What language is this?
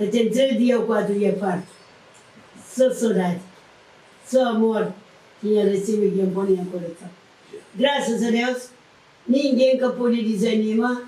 Kabuverdianu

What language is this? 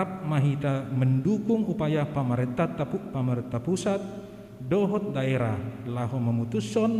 Batak Toba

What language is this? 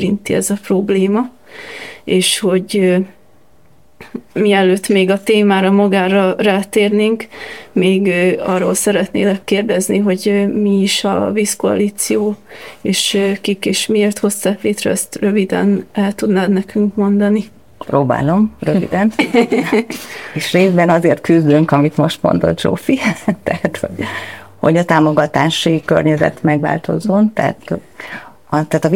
Hungarian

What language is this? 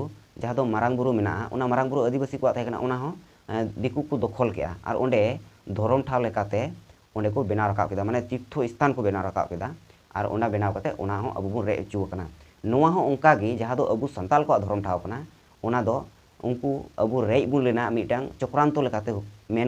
Santali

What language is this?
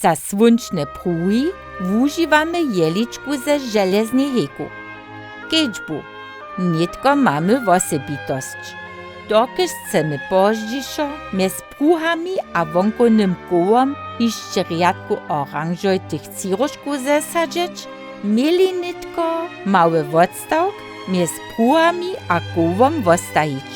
Upper Sorbian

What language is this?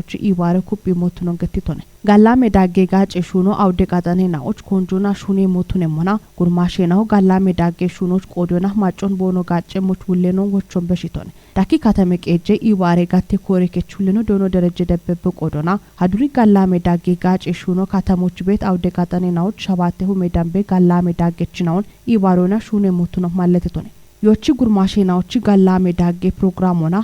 Kafa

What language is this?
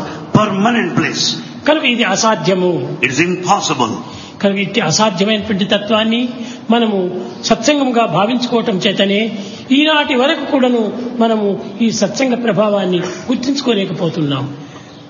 Telugu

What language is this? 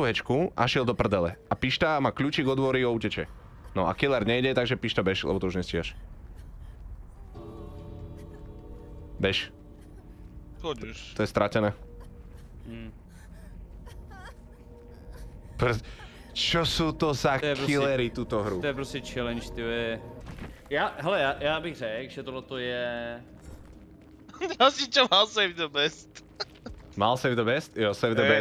Slovak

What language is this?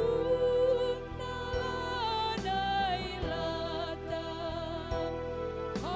Batak Karo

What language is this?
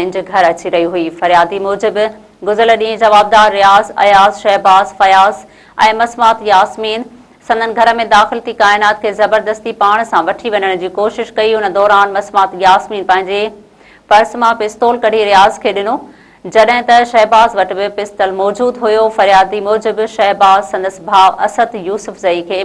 Sindhi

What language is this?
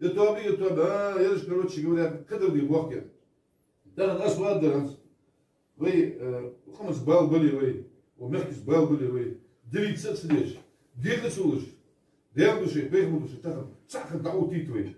Ingush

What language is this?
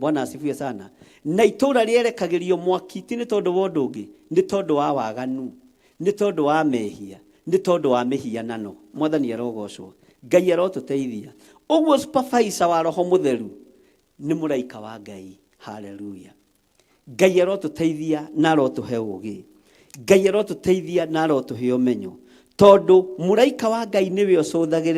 Kikuyu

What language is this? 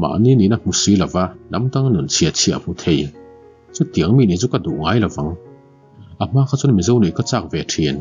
Mizo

